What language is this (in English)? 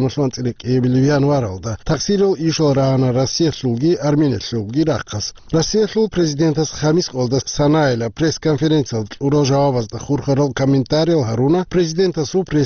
Avaric